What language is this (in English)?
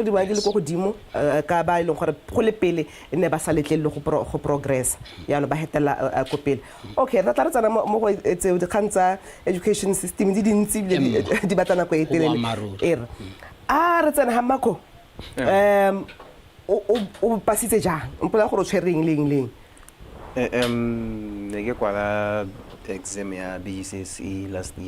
Tswana